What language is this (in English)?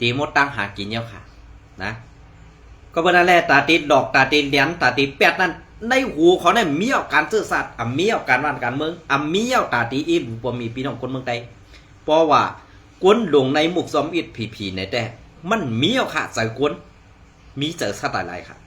Shan